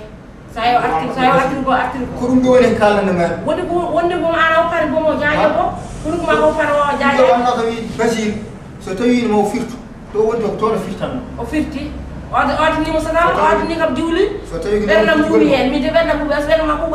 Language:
Fula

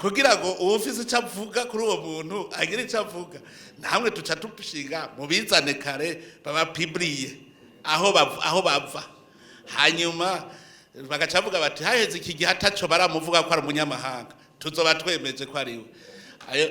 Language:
Rundi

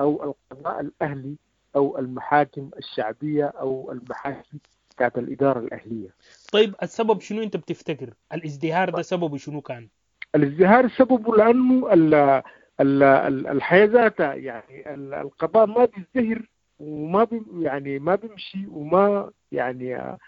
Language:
Sudanese Arabic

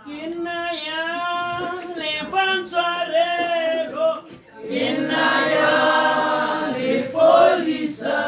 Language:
Tswana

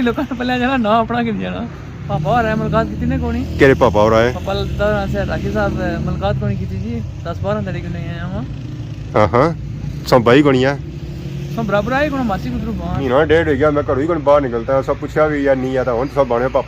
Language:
Pahari-Potwari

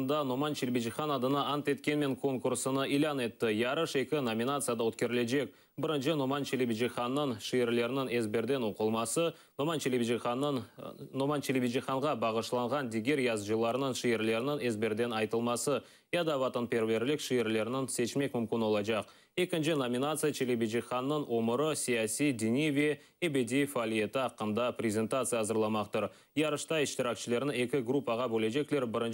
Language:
Crimean Tatar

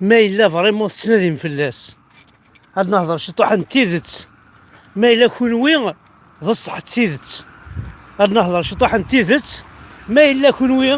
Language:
Kabyle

